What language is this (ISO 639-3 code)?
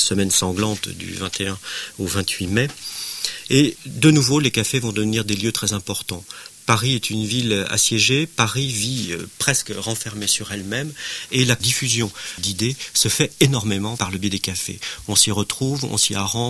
fra